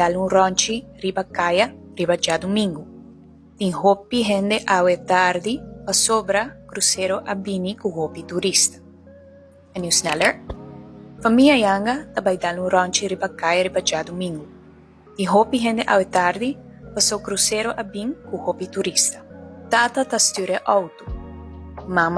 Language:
Papiamento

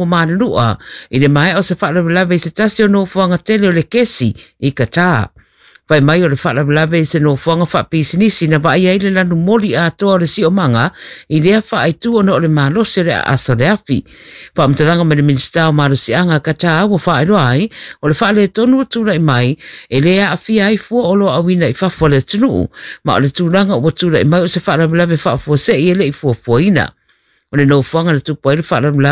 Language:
Samoan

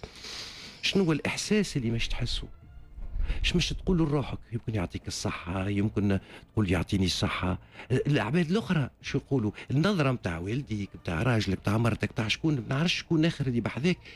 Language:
Tunisian Arabic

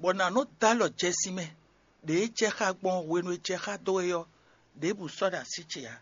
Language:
Fon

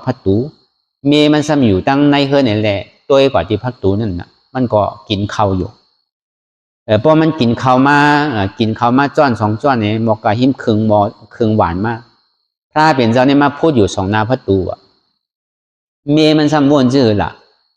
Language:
Shan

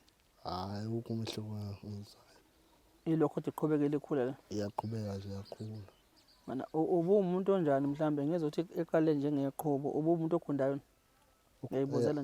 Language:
Zulu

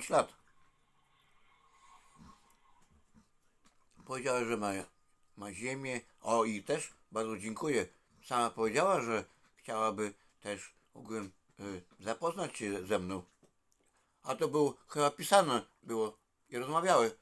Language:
Polish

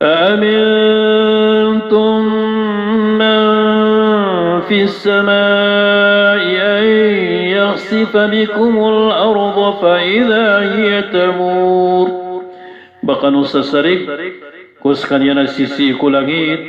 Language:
Maranao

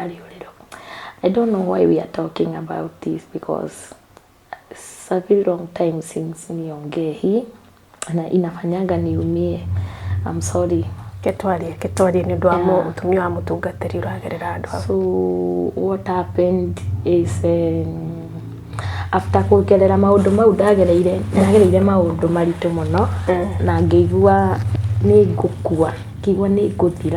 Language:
Kikuyu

